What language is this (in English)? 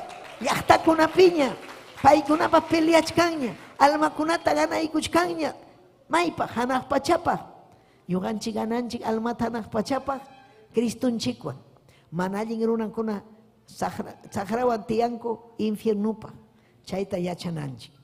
Ayacucho Quechua